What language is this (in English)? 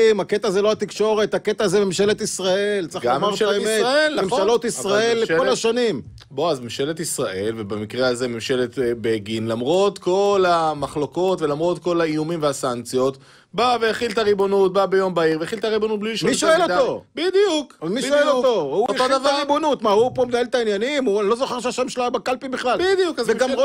Hebrew